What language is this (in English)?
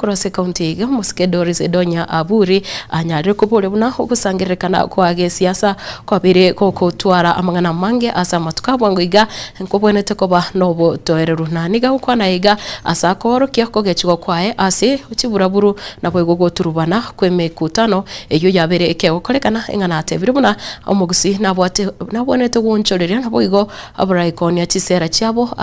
Gusii